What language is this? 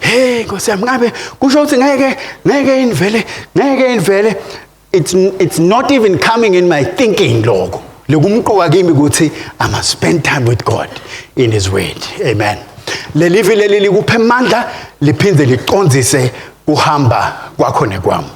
Swati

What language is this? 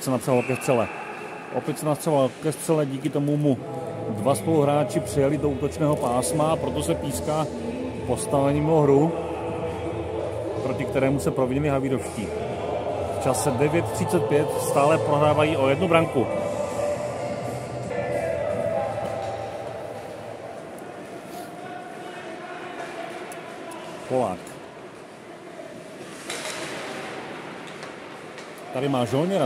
Czech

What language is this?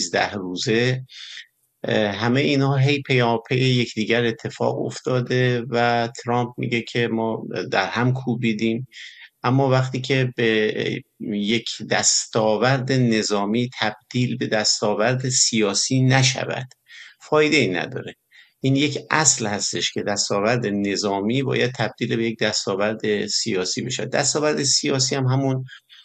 Persian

